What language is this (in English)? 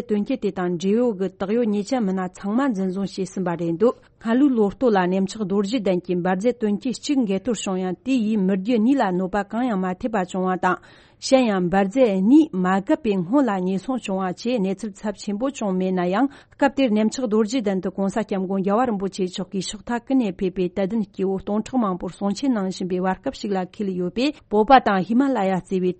Tibetan